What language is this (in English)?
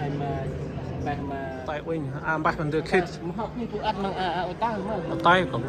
Central Mnong